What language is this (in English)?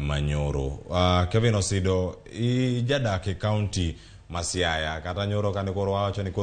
Luo (Kenya and Tanzania)